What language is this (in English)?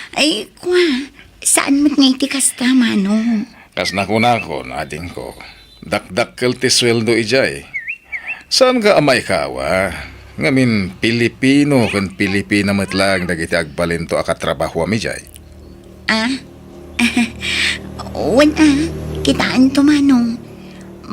Iloko